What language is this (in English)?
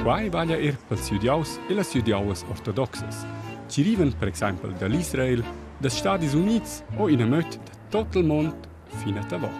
Romansh